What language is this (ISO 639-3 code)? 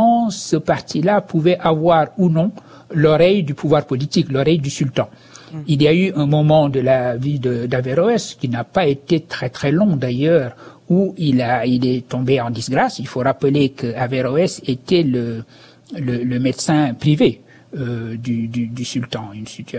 fra